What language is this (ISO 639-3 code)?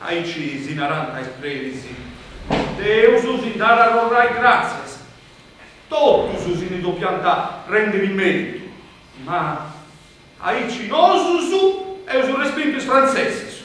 srd